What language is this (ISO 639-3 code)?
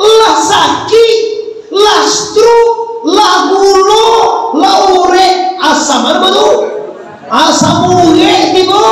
min